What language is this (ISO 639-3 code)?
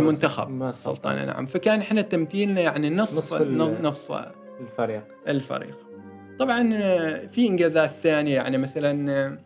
afb